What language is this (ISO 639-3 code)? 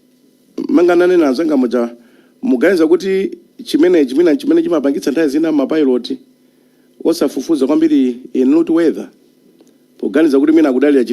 nya